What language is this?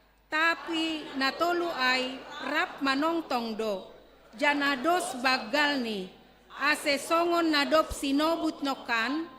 Batak Simalungun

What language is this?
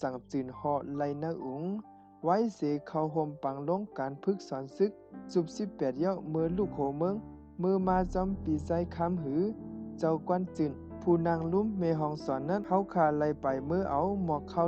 Shan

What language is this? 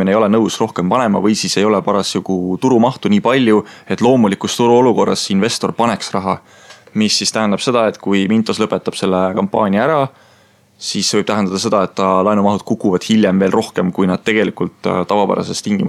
Estonian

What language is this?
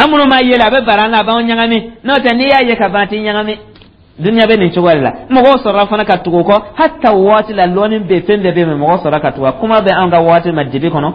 Dyula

